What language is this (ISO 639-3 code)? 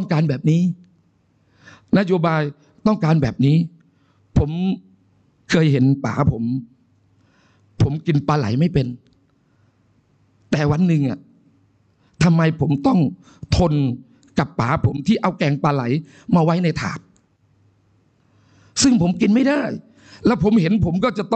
tha